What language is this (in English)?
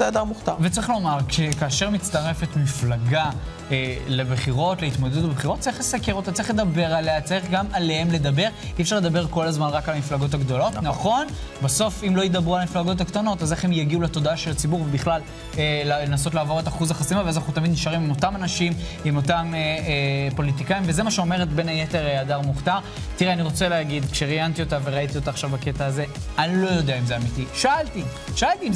Hebrew